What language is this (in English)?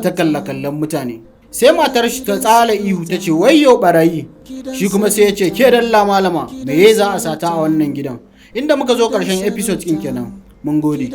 Hausa